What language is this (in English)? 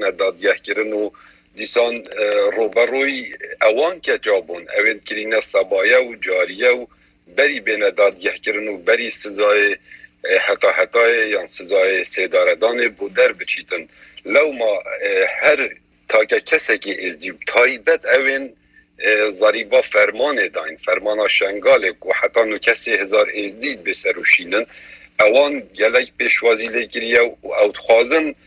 Kurdish